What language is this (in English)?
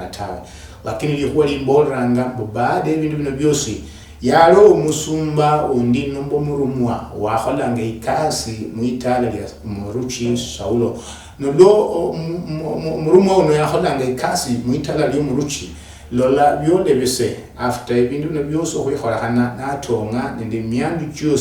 Luyia